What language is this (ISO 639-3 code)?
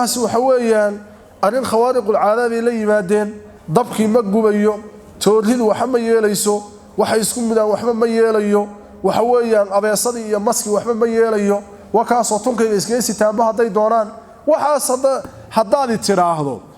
som